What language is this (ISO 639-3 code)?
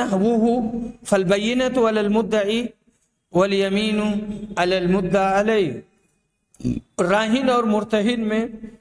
urd